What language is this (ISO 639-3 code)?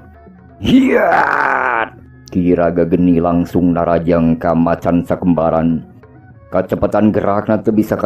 sun